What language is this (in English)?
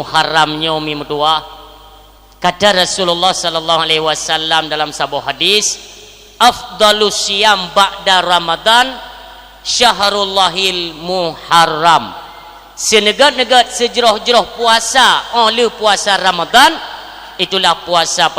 Achinese